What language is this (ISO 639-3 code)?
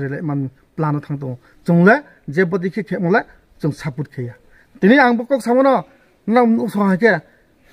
ria